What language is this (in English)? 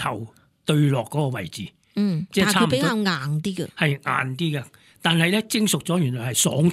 Cantonese